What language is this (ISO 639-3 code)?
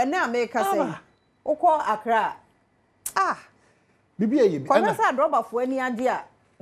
aka